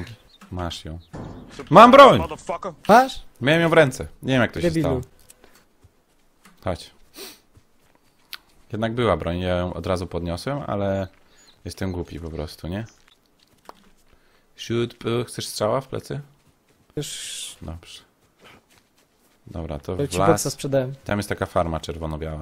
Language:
Polish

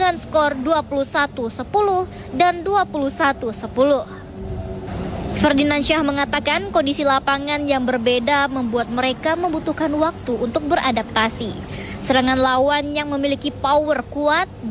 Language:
Indonesian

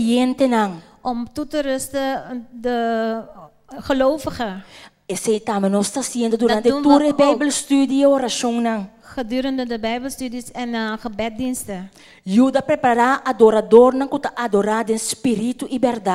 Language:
Papiamento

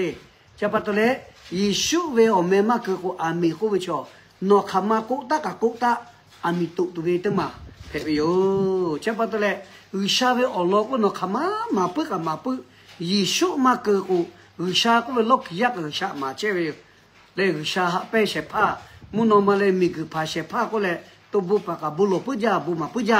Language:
Lahu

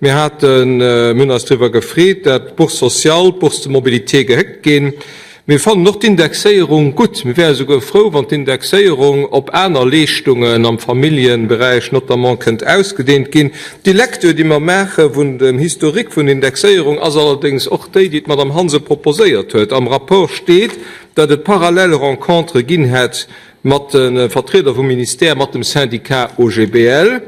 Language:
Luxembourgish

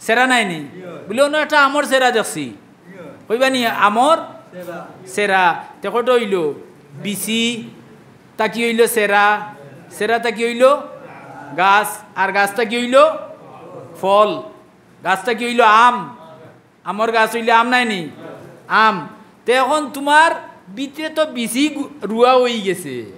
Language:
Sylheti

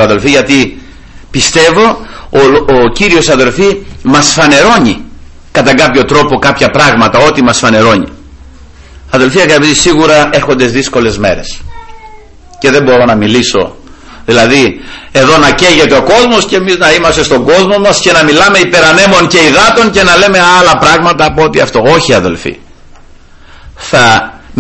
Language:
Greek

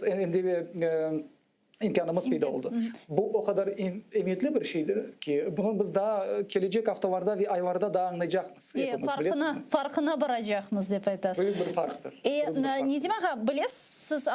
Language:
Crimean Tatar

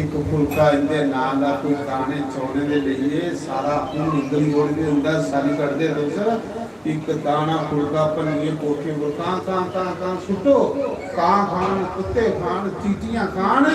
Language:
Dogri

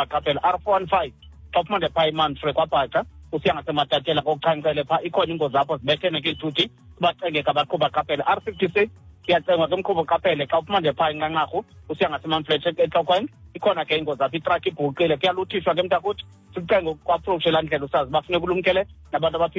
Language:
Xhosa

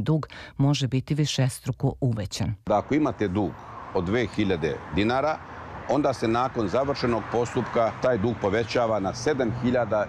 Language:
Serbian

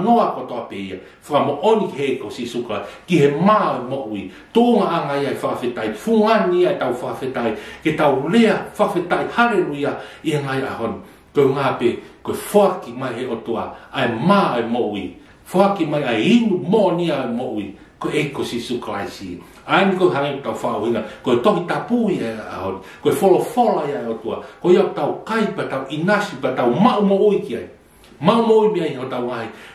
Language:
Tongan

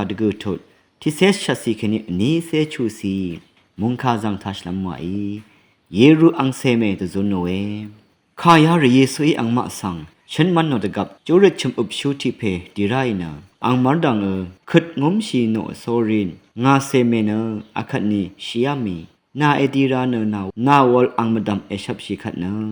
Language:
Rawang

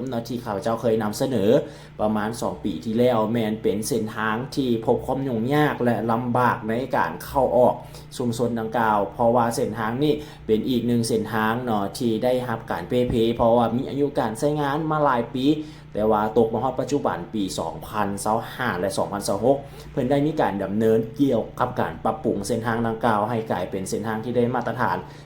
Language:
Lao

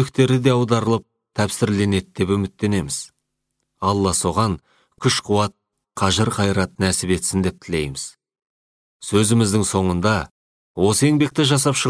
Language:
Kazakh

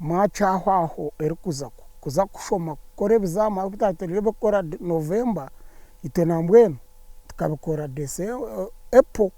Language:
Nyankole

